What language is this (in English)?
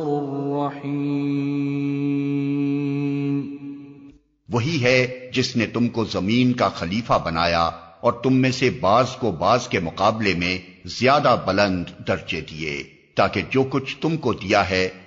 Urdu